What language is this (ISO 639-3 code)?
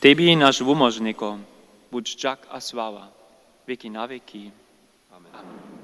hsb